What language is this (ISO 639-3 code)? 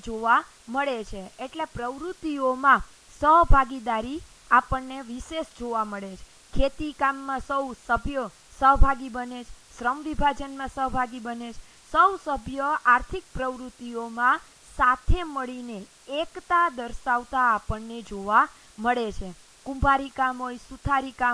guj